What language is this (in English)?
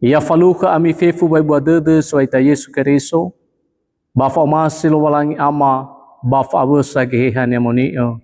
Nias